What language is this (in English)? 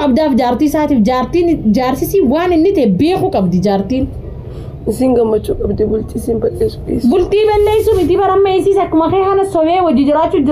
Oromo